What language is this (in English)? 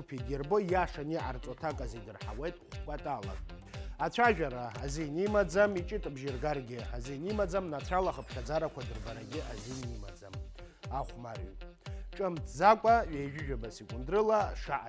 Abkhazian